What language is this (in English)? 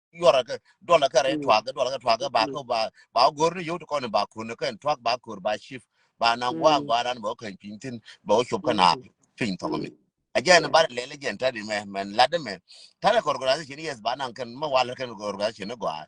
Nuer